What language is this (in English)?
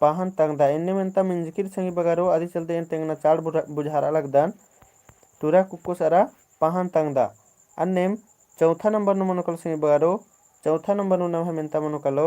Kurukh